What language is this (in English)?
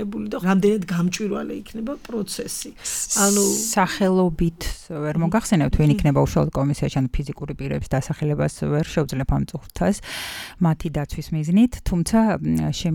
Georgian